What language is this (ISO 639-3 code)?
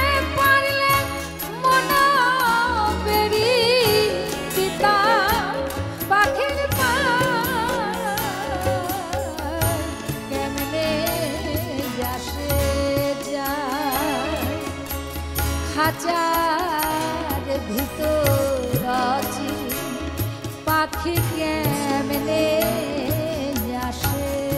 ben